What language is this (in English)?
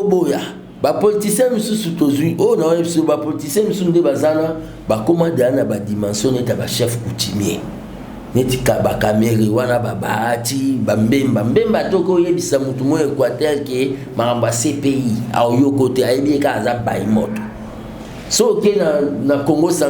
Lingala